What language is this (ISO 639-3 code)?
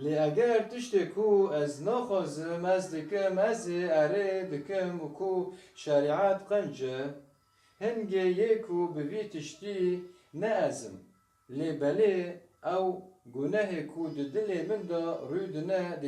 kur